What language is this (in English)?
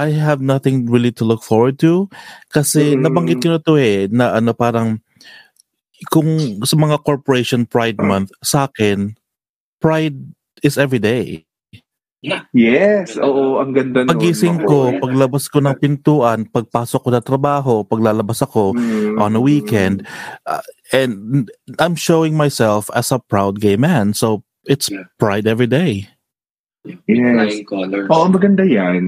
Filipino